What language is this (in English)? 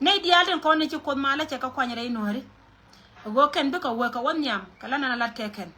Nuer